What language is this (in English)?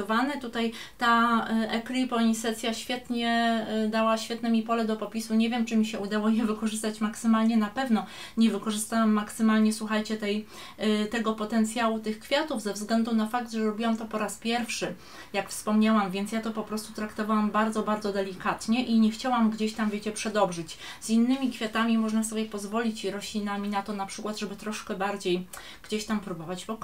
Polish